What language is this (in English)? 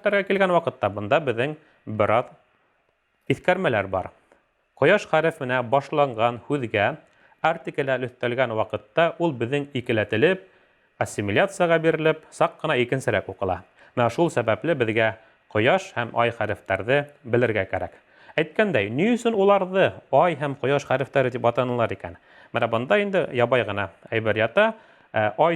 Bashkir